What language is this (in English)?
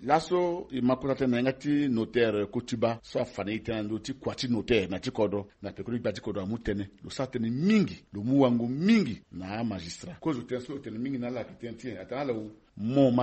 Sango